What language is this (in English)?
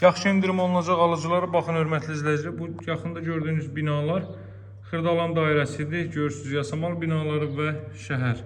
Azerbaijani